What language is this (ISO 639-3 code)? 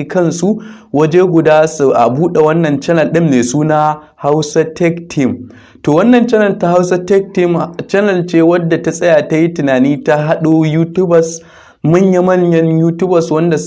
hau